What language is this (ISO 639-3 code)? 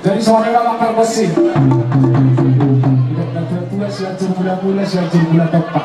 bbc